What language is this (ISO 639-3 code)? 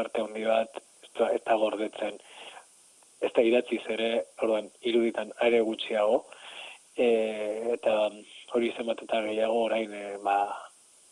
eus